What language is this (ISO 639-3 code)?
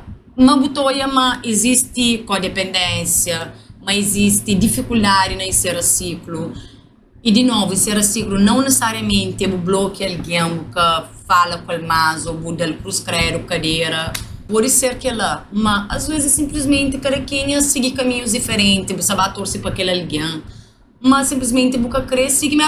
kea